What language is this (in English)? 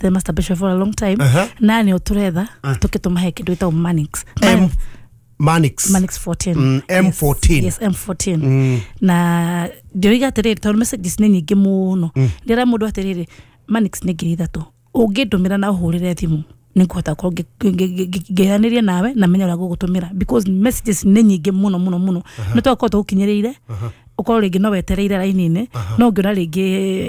Kikuyu